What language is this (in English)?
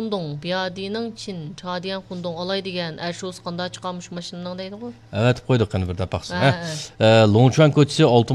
Uyghur